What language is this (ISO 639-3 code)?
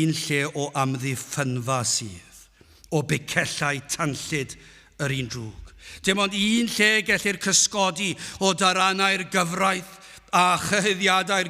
cym